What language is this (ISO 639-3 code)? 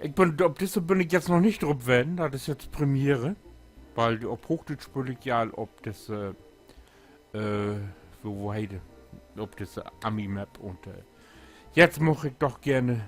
nds